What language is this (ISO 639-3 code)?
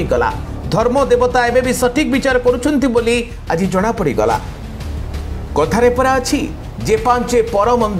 ori